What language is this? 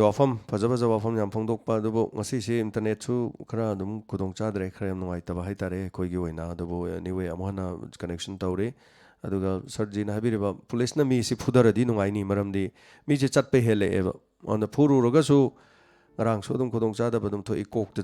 Manipuri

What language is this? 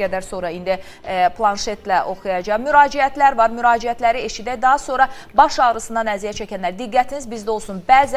Azerbaijani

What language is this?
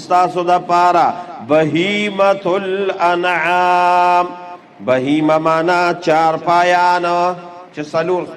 Pashto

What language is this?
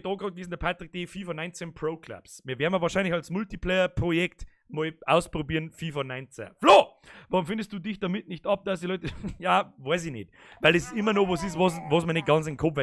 Bavarian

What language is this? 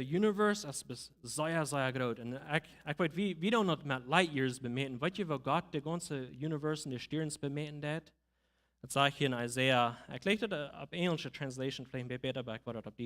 Plautdietsch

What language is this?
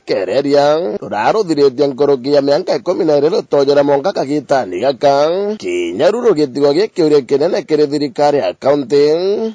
Meru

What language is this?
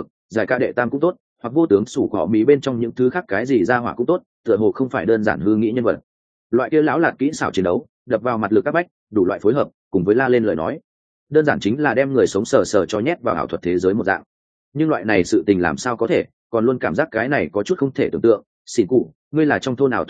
Vietnamese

